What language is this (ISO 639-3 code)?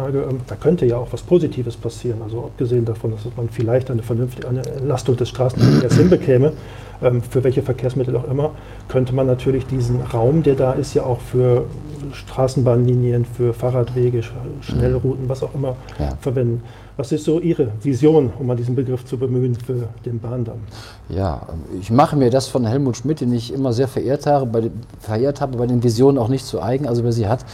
deu